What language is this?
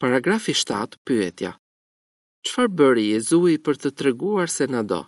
Albanian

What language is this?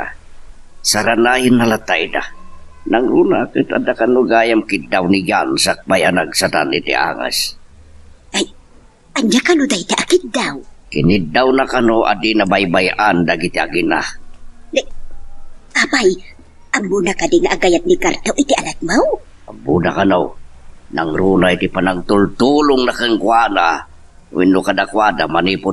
Iloko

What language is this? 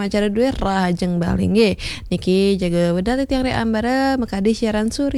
Balinese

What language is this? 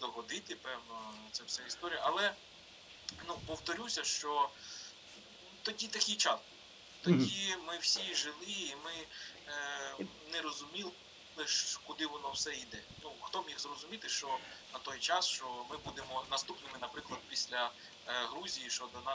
Ukrainian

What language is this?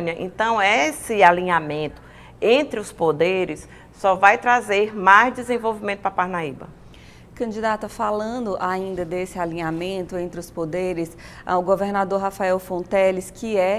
Portuguese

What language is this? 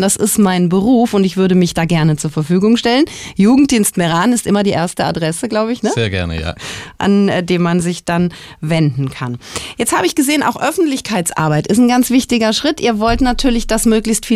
German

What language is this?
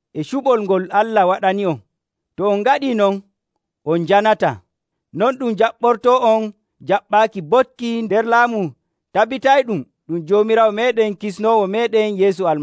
Nigerian Fulfulde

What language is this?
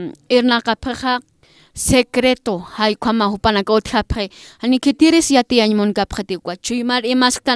Aymara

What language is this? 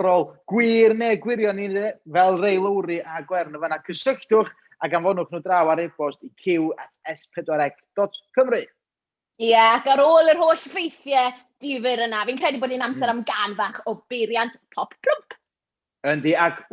Welsh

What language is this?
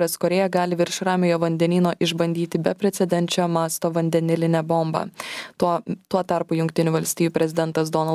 Lithuanian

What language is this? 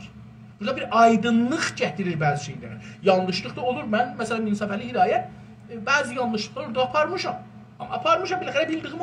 South Azerbaijani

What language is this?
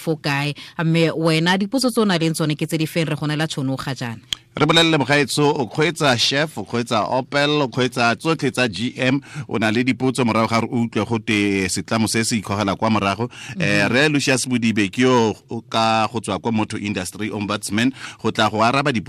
Tswana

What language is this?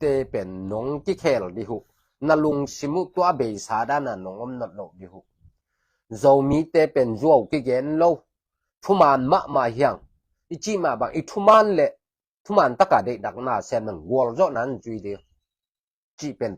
Tedim Chin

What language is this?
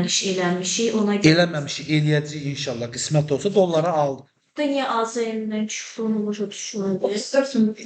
Azerbaijani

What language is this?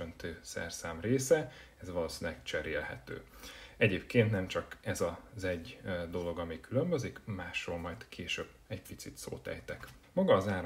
Hungarian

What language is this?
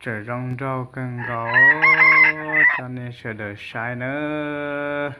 Hmong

